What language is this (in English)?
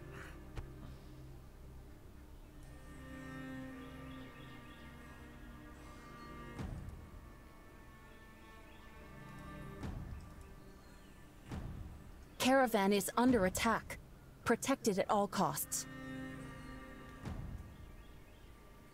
Turkish